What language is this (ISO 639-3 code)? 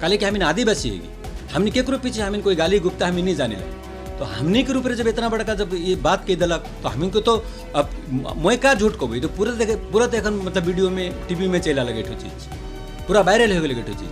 sck